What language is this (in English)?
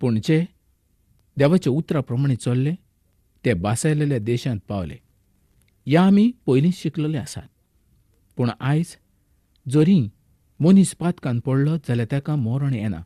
Konkani